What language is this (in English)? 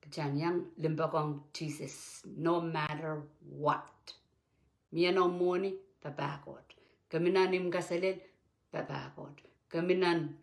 Pohnpeian